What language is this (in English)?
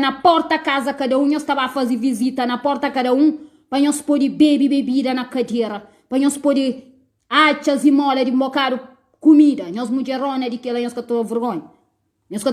Kabuverdianu